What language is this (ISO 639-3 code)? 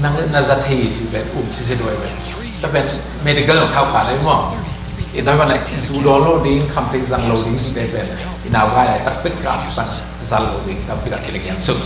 ctd